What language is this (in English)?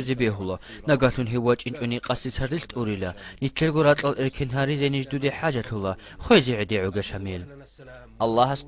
Avaric